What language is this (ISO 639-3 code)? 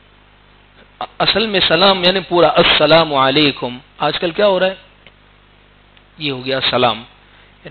urd